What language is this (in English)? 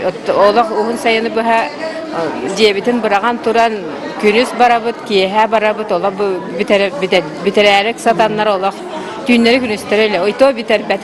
Yakut